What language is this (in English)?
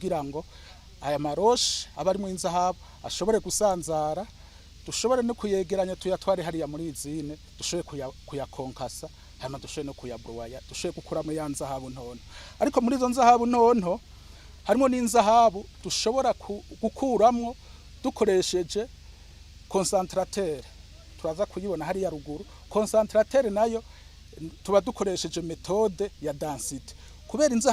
Rundi